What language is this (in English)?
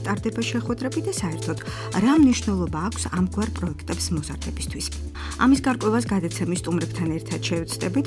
Georgian